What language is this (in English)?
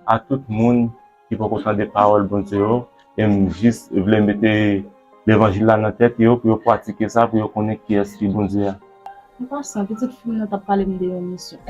Haitian Creole